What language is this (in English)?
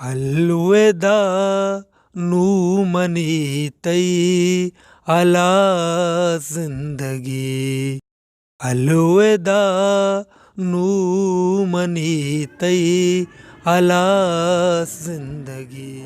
Baluchi